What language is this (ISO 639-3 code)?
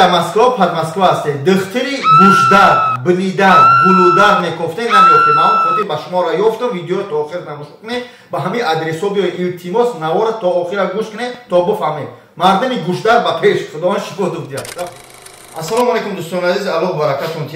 tgk